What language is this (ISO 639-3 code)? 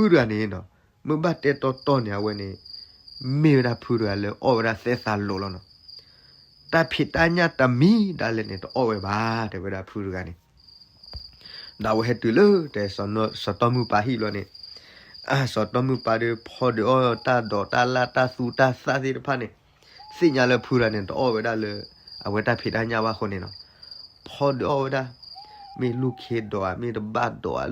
ksw